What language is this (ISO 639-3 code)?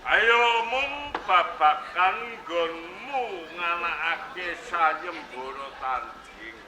jav